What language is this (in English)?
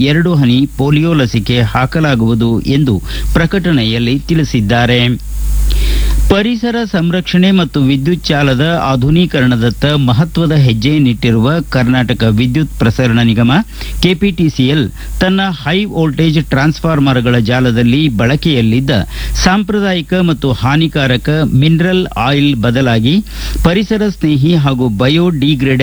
Kannada